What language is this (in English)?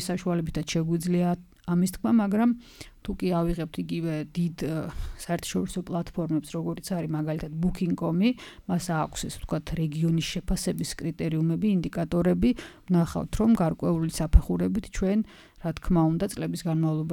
Georgian